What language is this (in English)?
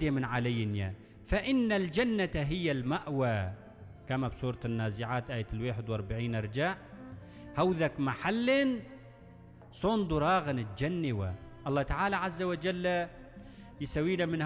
Arabic